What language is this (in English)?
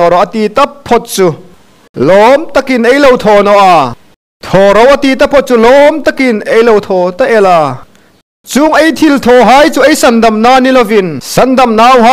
Hmar